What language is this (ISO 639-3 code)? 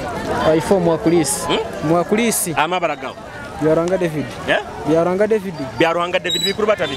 nyo